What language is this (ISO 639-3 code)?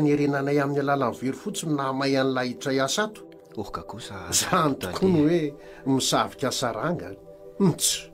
mlg